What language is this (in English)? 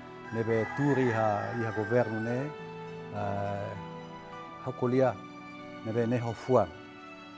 Tetum